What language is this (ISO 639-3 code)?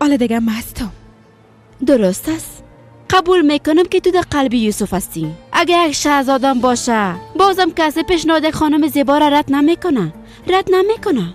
fas